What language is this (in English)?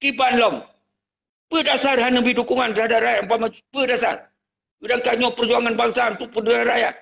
Achinese